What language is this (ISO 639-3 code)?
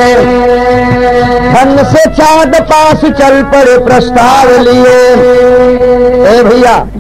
bho